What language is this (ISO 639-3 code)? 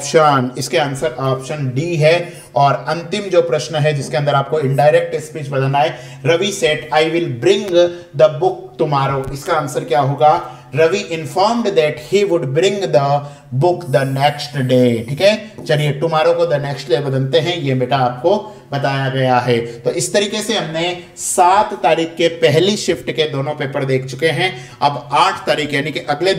hin